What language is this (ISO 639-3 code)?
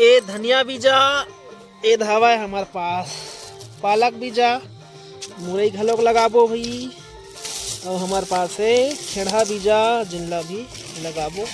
hne